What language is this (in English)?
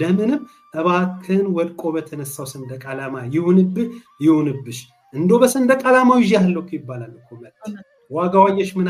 Amharic